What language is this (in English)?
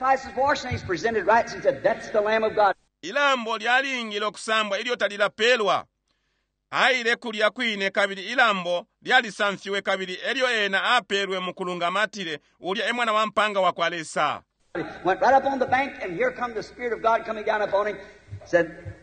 Bemba